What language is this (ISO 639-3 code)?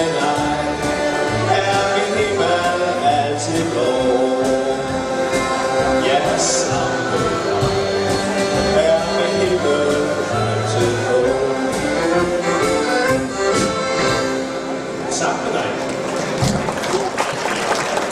dan